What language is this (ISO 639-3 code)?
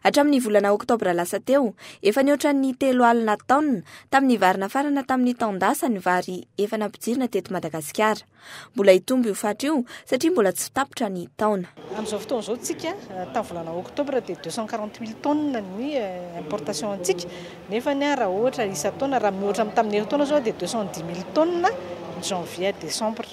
mlg